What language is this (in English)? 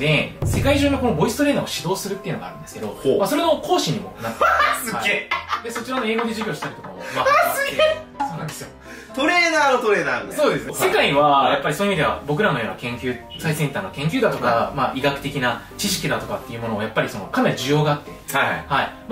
Japanese